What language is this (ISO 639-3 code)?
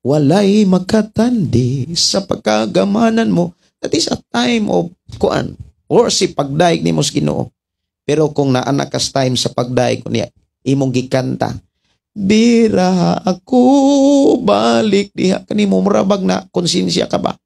ceb